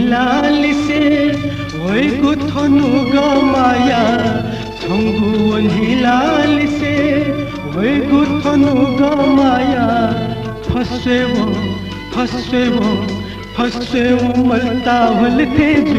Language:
Newari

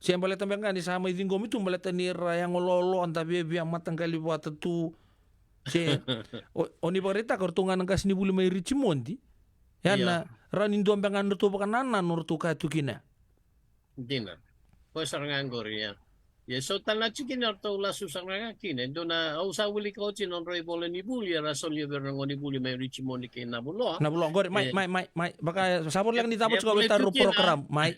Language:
Fijian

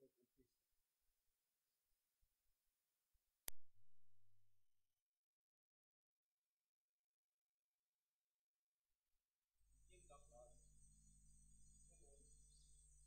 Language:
Afrikaans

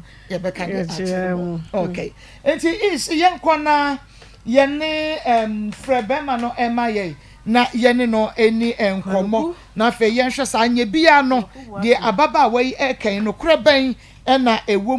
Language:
Akan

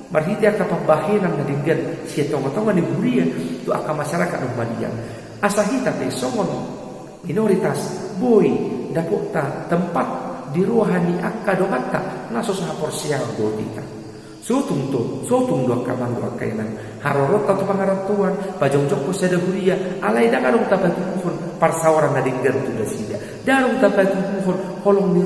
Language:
Batak Toba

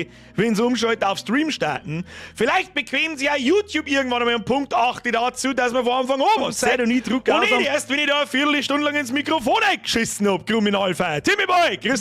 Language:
Bavarian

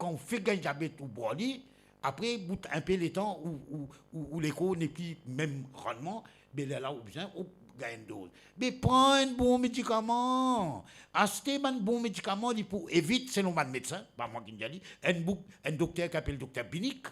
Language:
Morisyen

